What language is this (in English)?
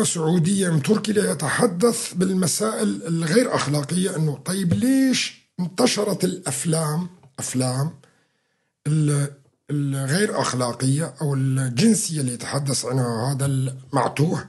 North Levantine Arabic